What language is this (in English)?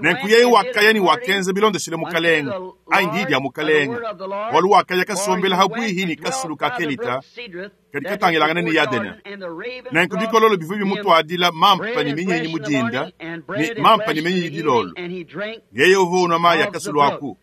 Luba-Lulua